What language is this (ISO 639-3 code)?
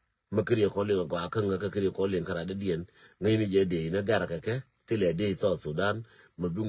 nus